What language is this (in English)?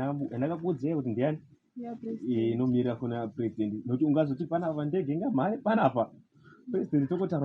Shona